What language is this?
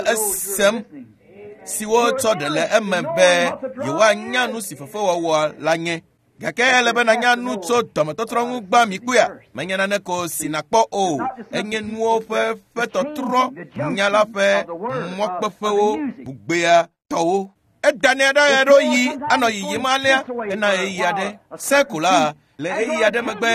Ewe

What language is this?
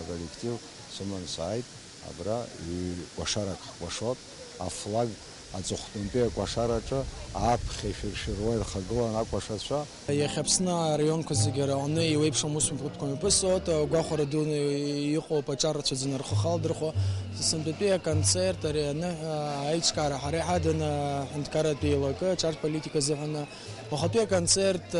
Abkhazian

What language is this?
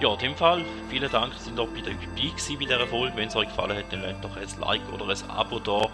Swiss German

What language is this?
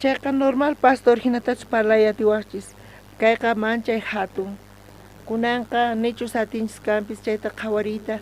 South Bolivian Quechua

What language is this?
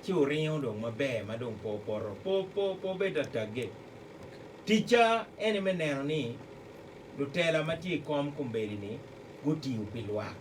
Acoli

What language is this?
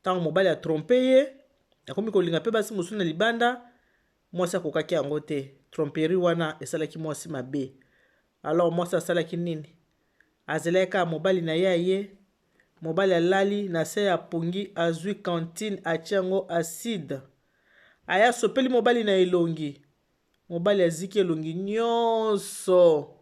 Lingala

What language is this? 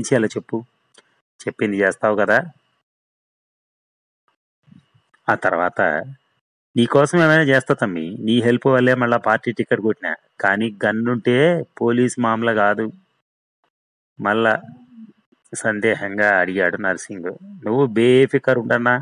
Telugu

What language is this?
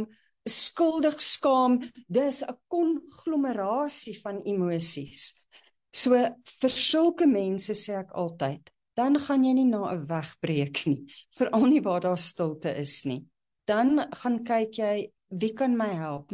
Afrikaans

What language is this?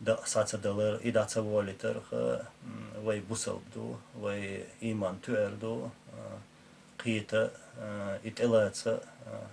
Chechen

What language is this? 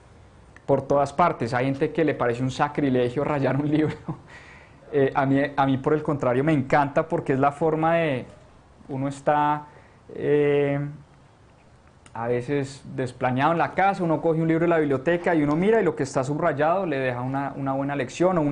Spanish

